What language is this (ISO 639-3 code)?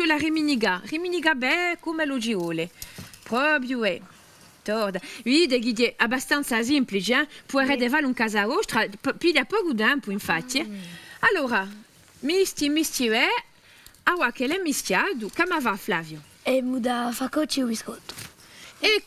cos